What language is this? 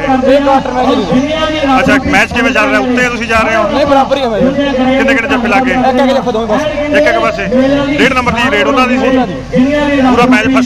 Punjabi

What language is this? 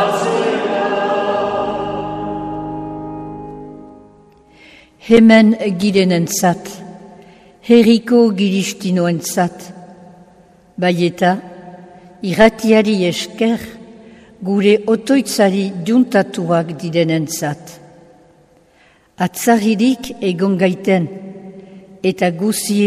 Basque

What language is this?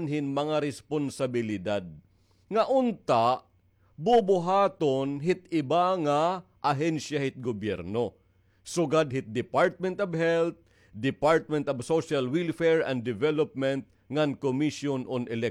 Waray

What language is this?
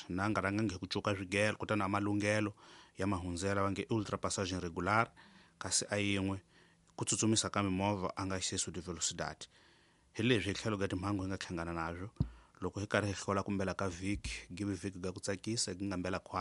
Tsonga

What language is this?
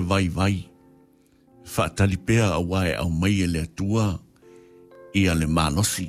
Samoan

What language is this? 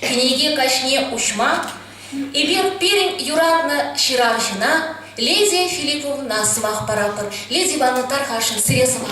Chuvash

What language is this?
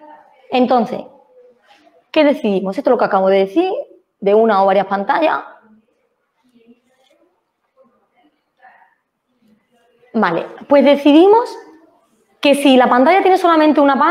Spanish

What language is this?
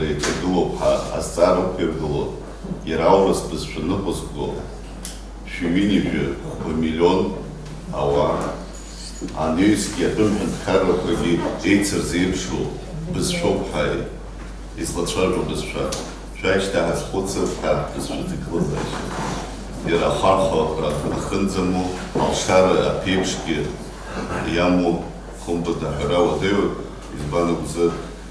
Abkhazian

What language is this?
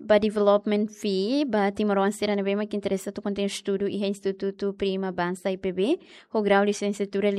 Tetum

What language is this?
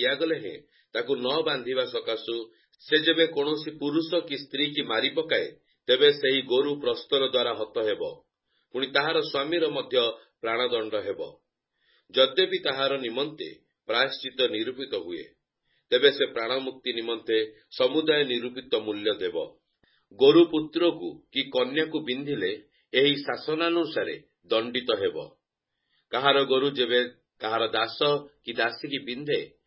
Odia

